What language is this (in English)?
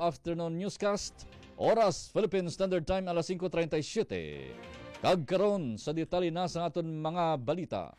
Hiligaynon